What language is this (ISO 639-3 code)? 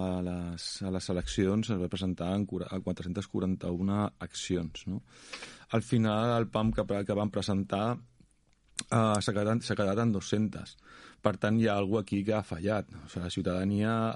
cat